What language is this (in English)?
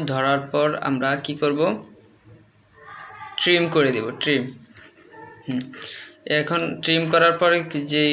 Bangla